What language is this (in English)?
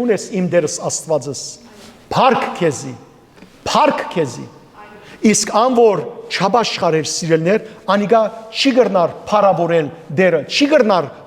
Western Armenian